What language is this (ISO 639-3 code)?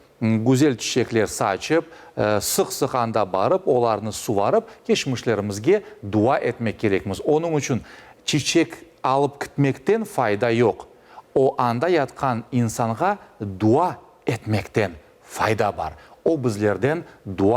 crh